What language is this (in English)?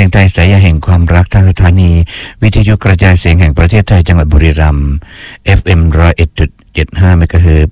Thai